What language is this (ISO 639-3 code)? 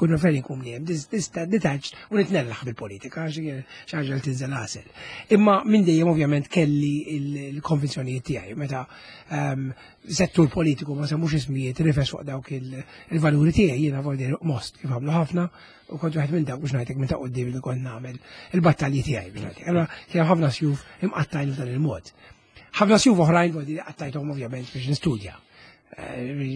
mlt